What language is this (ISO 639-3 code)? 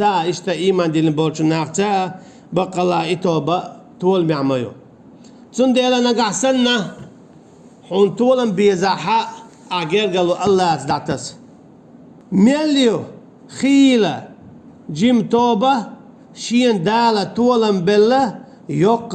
che